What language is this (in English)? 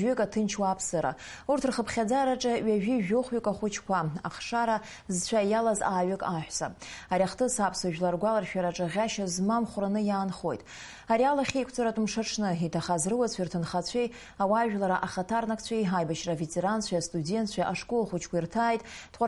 Abkhazian